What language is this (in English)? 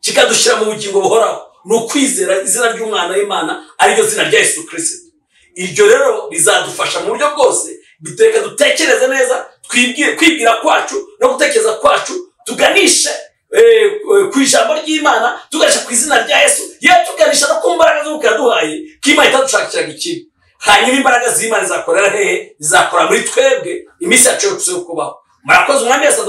Kinyarwanda